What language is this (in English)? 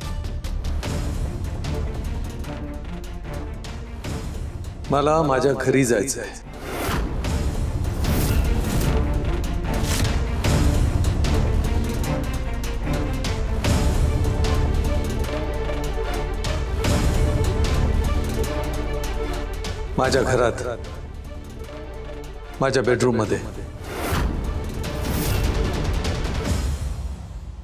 Marathi